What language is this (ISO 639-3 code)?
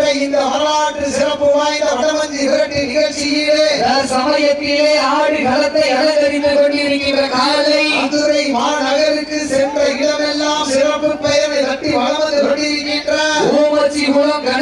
tam